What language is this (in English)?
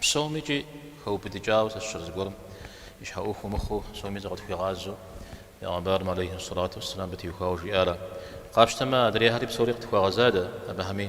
Kabardian